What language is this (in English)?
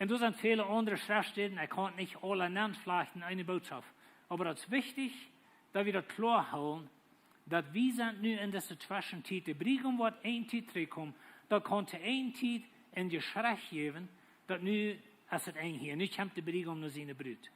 Plautdietsch